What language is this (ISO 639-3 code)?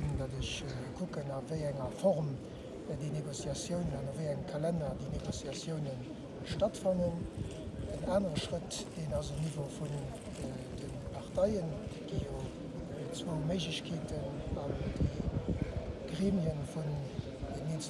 ltz